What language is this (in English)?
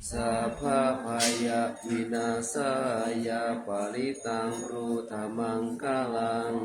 Pali